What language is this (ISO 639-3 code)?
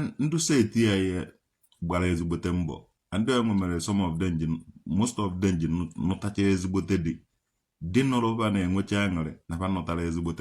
ibo